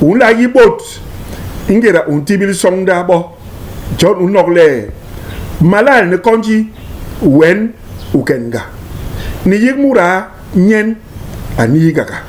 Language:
Basaa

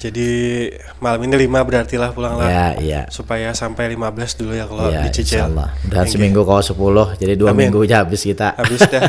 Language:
Banjar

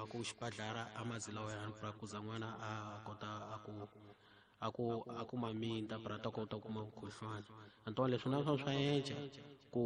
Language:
Tsonga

